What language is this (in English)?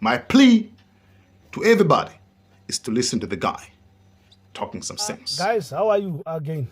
English